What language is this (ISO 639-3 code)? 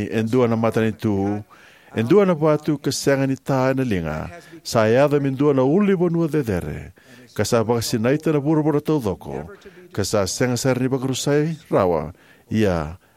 fij